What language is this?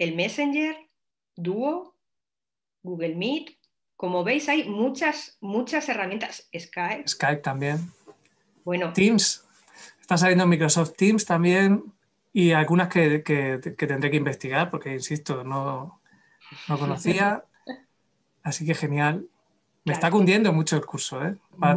Spanish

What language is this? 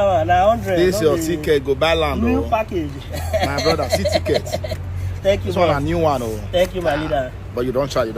Nigerian Pidgin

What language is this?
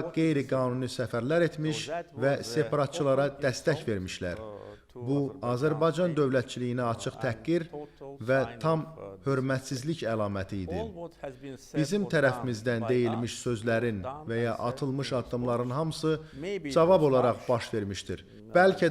Azerbaijani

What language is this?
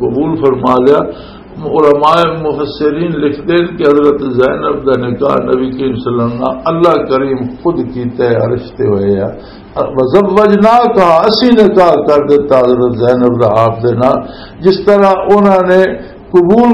Western Panjabi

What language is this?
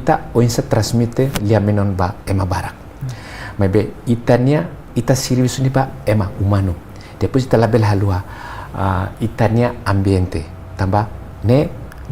Tetum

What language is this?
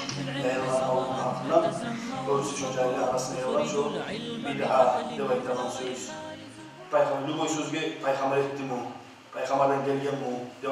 Kumyk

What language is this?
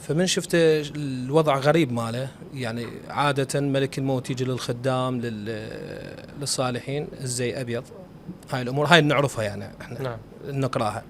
Mesopotamian Arabic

